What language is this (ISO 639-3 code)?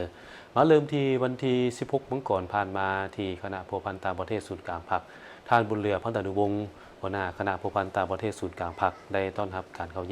lao